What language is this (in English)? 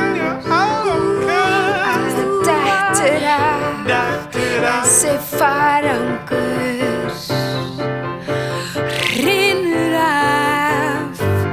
Icelandic